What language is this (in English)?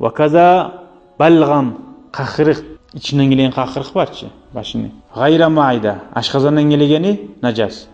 Kumyk